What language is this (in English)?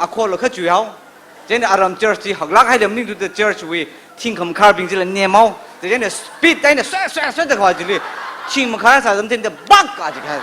Tangkhul Naga (India)